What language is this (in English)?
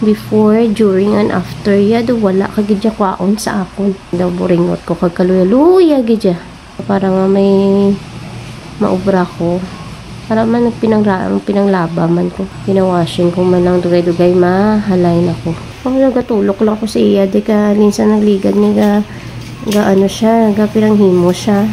Hiligaynon